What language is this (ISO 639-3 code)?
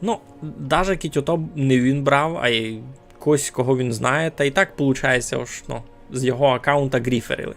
rue